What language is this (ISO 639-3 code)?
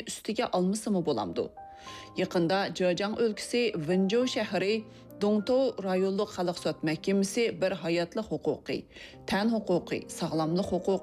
uig